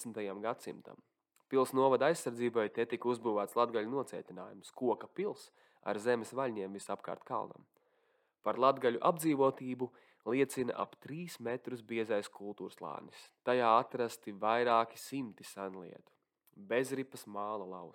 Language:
Latvian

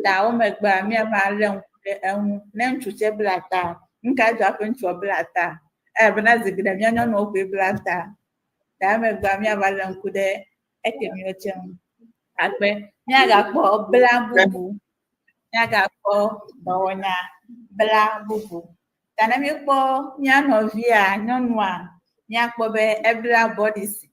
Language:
Ewe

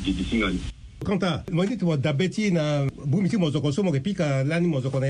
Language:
Sango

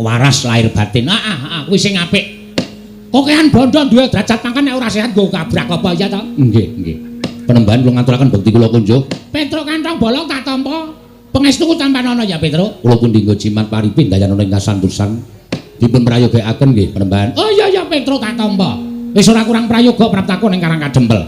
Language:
Javanese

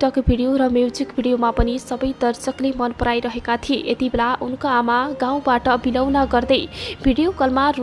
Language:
Nepali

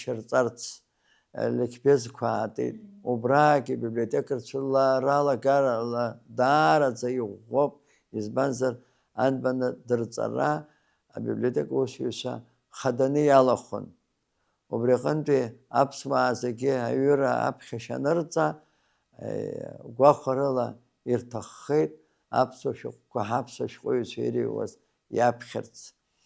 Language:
Abkhazian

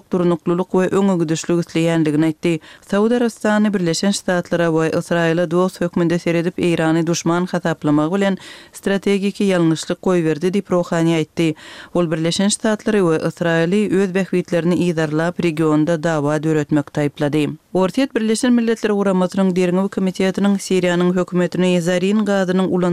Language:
Turkmen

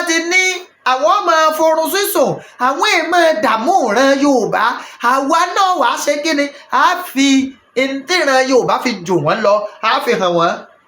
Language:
Yoruba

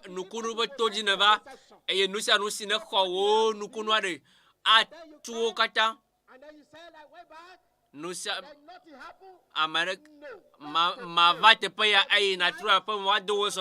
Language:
Ewe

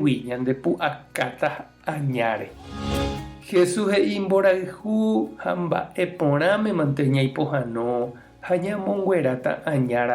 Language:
Guarani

